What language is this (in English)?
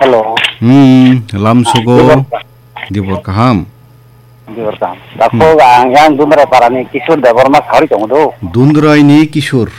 Kok Borok